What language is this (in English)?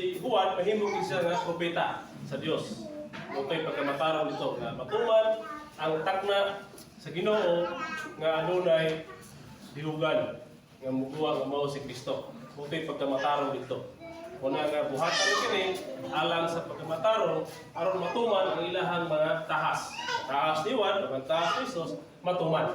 Cebuano